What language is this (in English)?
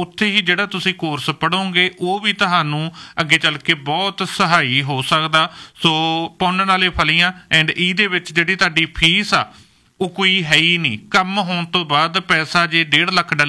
Punjabi